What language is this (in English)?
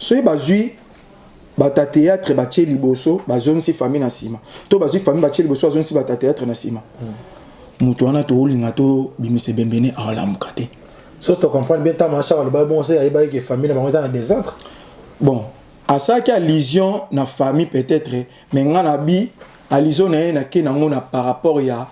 Lingala